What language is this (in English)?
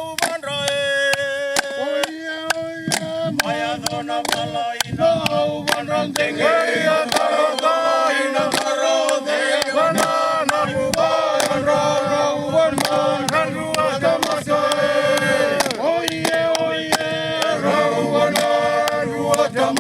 Fijian